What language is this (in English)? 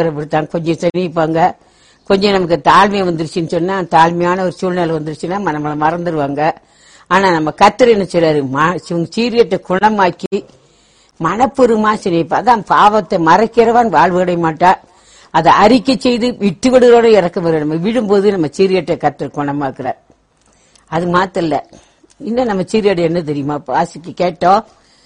Tamil